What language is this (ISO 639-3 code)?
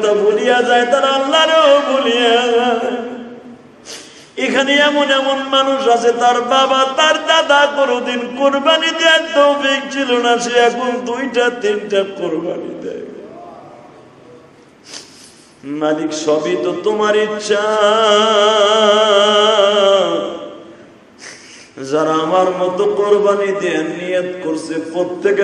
ben